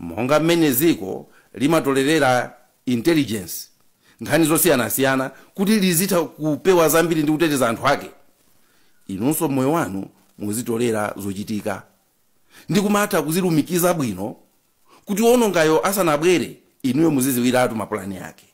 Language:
Nyanja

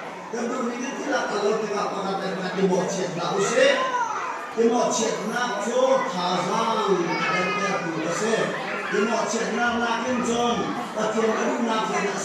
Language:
Hakha Chin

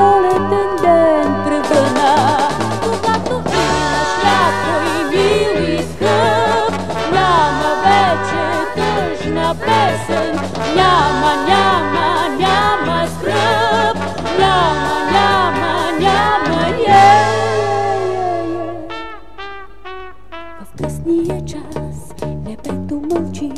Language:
Bulgarian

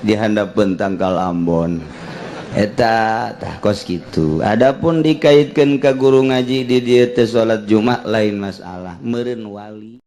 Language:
Sundanese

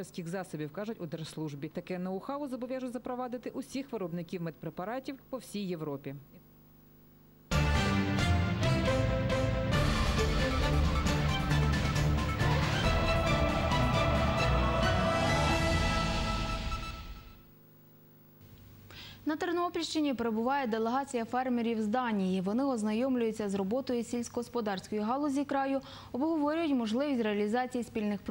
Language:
Ukrainian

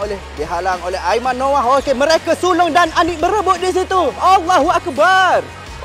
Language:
Malay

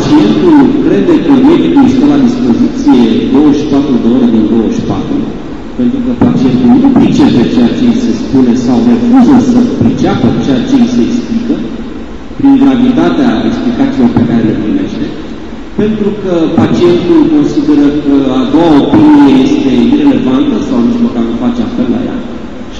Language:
Romanian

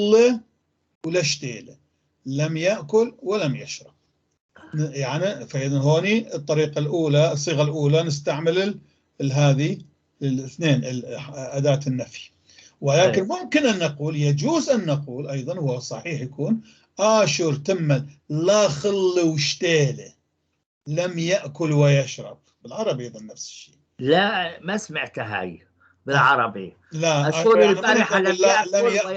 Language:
North Levantine Arabic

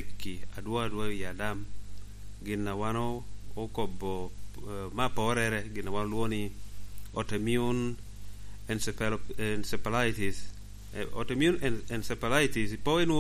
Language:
Lango (Uganda)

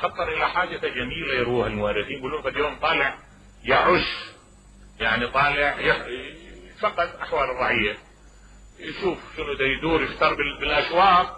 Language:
Mesopotamian Arabic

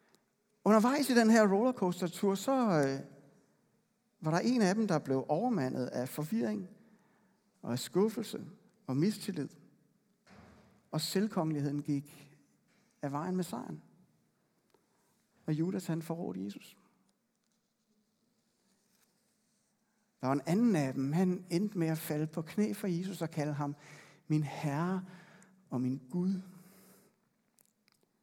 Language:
Danish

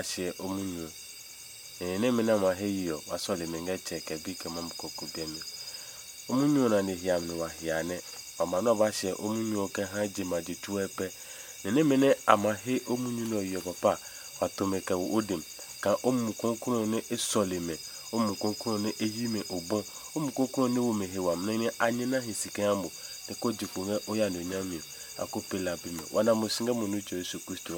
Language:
Adangme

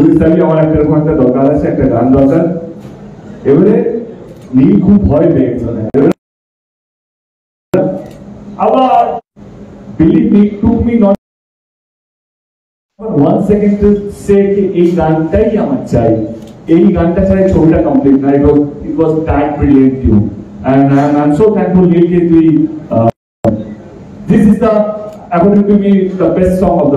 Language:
Bangla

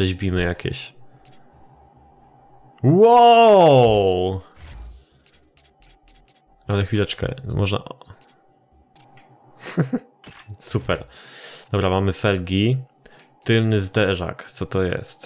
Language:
Polish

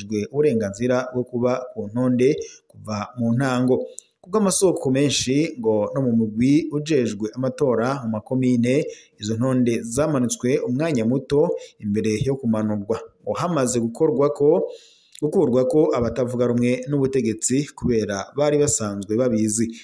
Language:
Rundi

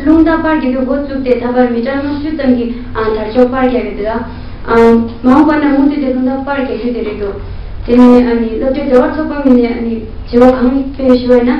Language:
Tibetan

